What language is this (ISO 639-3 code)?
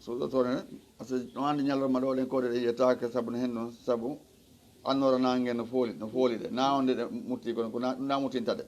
ful